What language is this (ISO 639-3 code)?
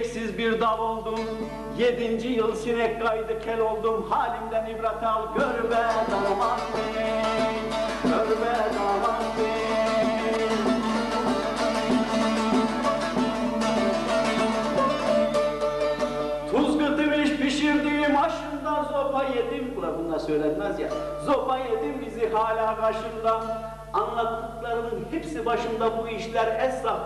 tur